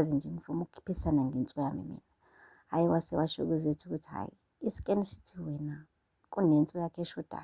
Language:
Zulu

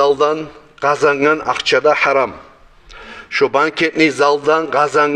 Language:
Kumyk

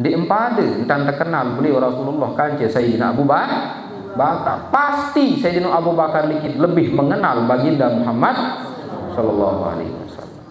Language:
Sasak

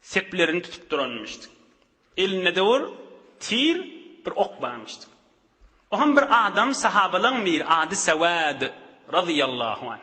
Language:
Turkmen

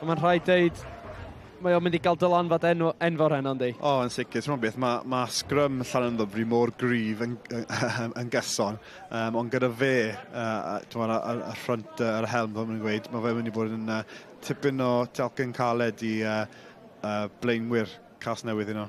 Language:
Welsh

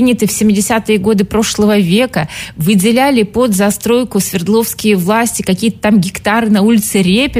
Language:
Russian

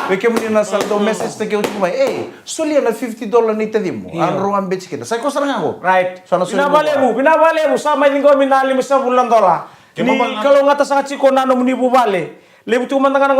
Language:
Fijian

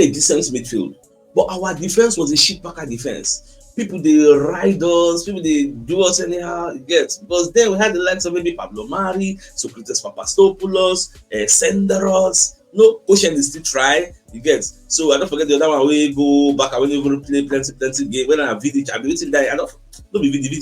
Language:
Nigerian Pidgin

